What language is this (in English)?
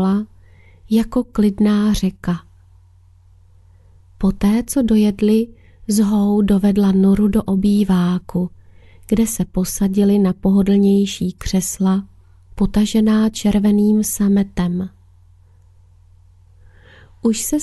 Czech